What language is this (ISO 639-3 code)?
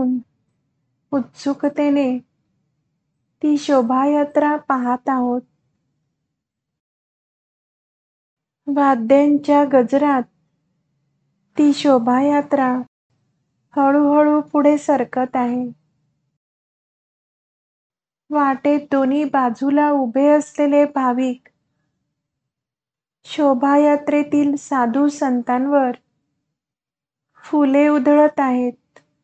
mar